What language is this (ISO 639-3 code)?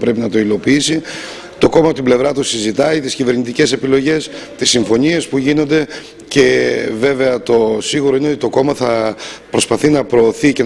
ell